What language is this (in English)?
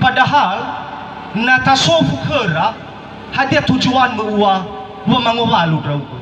Nias